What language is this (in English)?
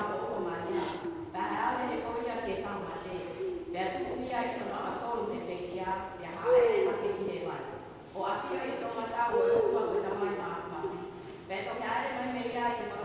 Tongan